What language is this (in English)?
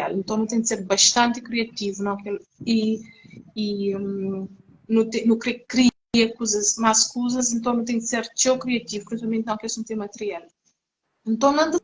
Kabuverdianu